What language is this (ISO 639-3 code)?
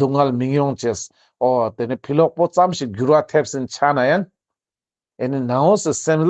lbj